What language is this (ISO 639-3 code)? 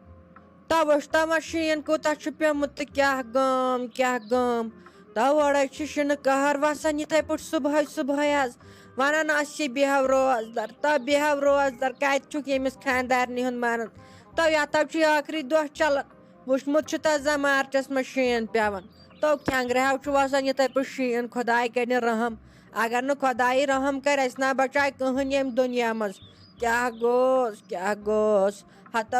kas